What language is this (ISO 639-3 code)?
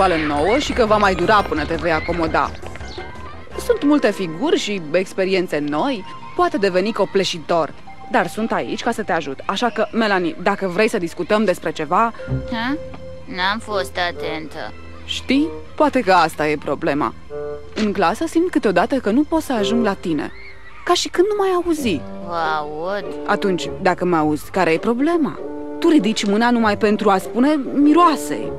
ron